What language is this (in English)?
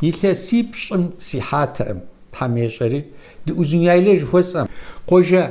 Kabardian